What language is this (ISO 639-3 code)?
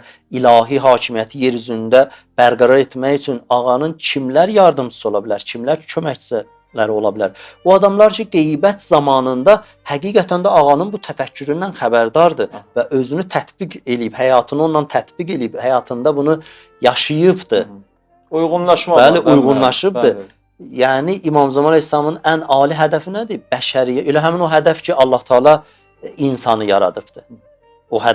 aze